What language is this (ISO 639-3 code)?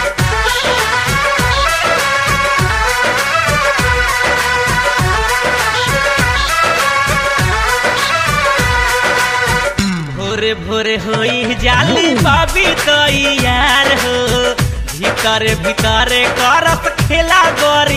bho